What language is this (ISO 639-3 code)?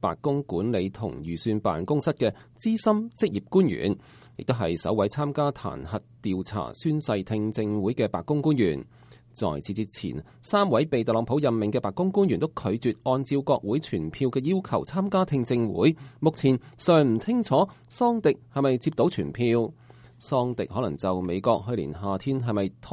yue